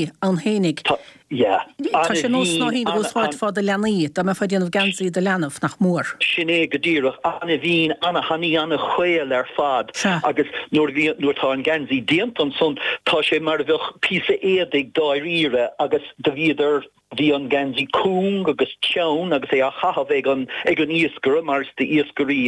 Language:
Irish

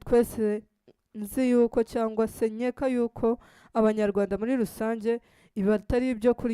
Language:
Kinyarwanda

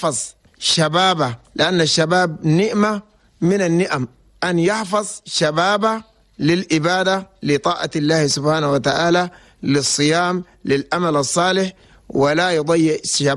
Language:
Chadian Arabic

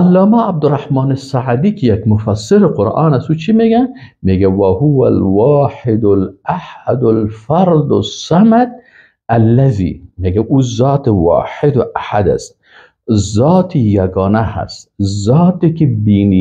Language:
Persian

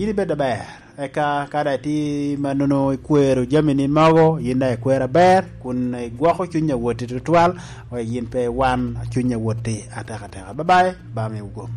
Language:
Lango (Uganda)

